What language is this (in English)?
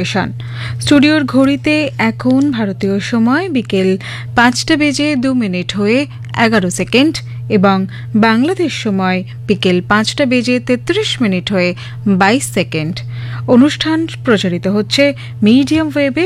Bangla